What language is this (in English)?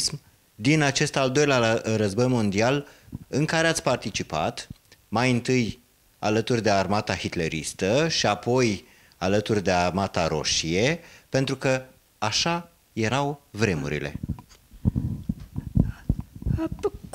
Romanian